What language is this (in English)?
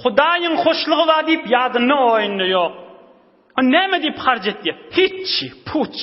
Turkmen